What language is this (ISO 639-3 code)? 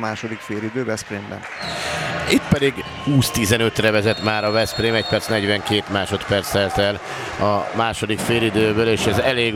hun